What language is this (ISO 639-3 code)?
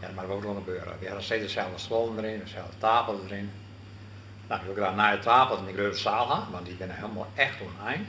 fry